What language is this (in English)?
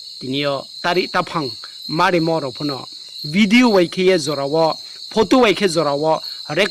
Riang (India)